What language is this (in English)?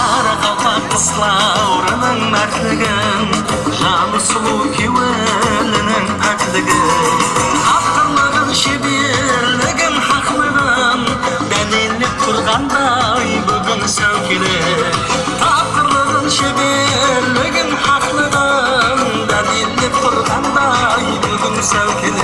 Kara-Kalpak